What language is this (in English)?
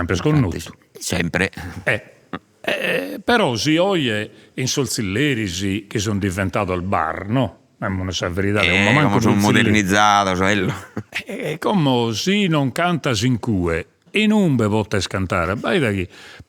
Sardinian